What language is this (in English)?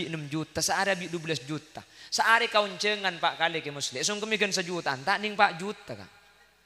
Madurese